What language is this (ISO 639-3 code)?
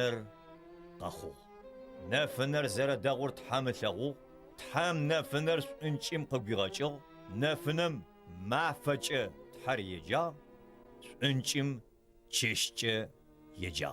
ady